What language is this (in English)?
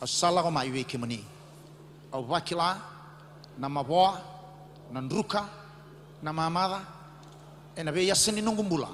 Fijian